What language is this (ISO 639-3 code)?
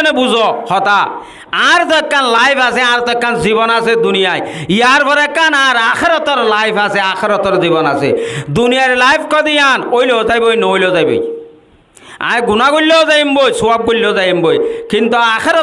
rhg